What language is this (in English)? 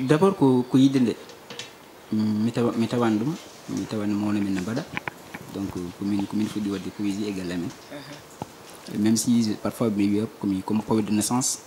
Fula